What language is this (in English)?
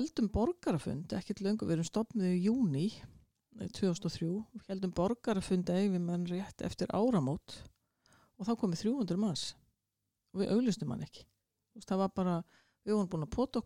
Icelandic